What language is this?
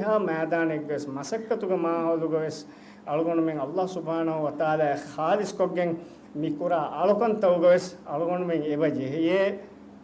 Divehi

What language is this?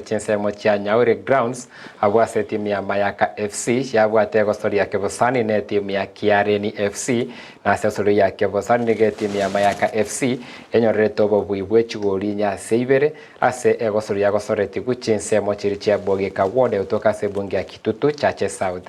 Gusii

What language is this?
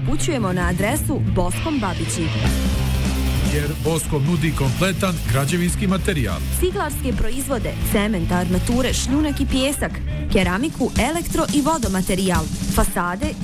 Bosnian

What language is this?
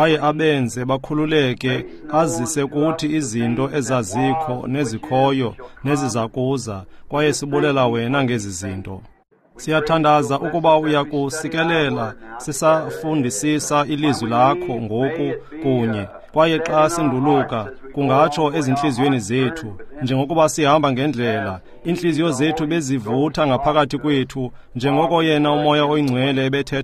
Xhosa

